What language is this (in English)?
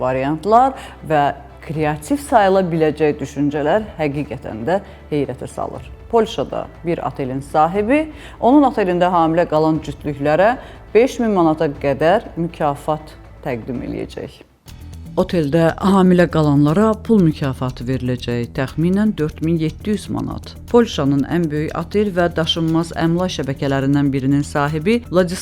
Azerbaijani